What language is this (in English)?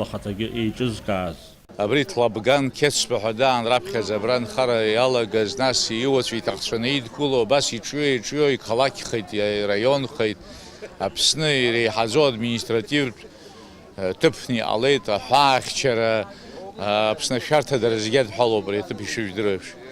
Abkhazian